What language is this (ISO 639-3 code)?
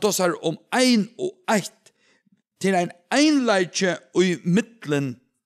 fao